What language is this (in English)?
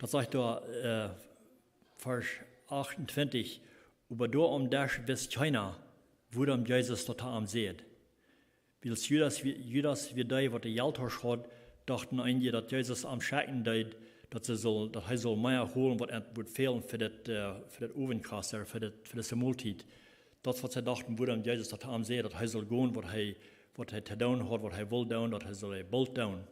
Plautdietsch